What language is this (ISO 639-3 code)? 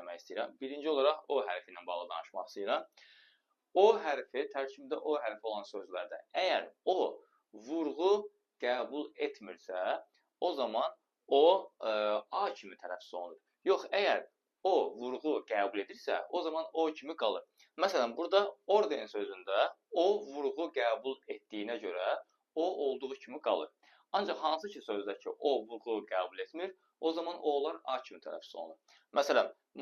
aze